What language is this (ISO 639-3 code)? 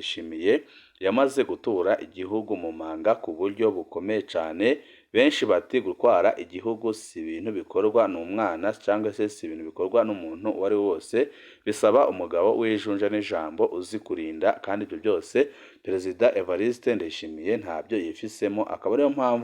run